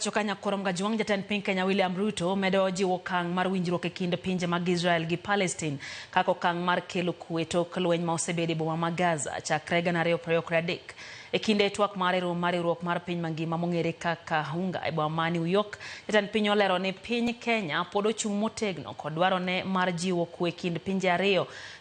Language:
Luo (Kenya and Tanzania)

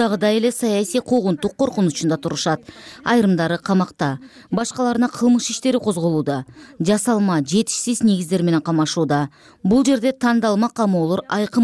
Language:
Kyrgyz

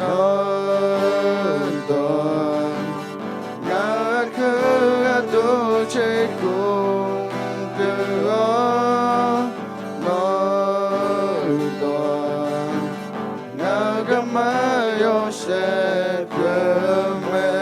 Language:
Akha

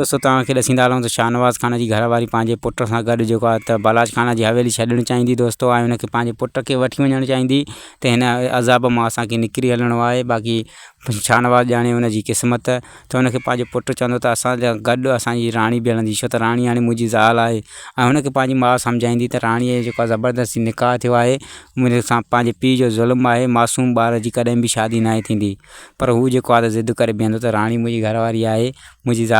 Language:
Sindhi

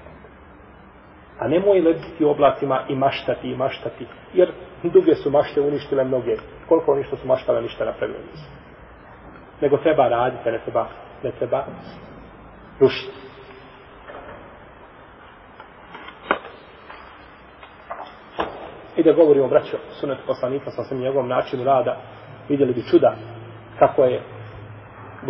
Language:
Bosnian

